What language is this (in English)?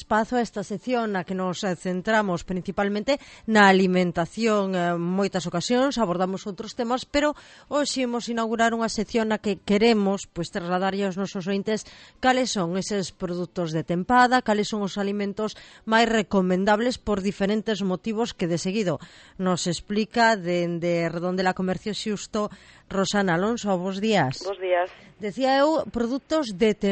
Galician